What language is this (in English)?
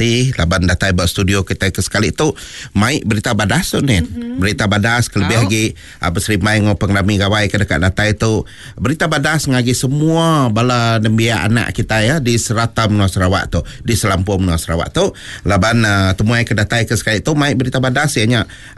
Iban